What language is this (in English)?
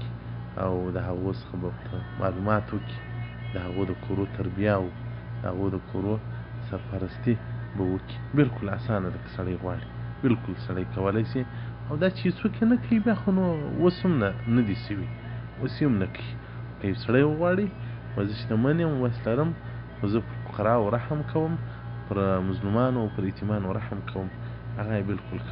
Pashto